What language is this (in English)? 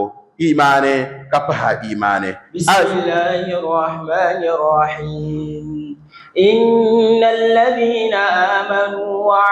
Dagbani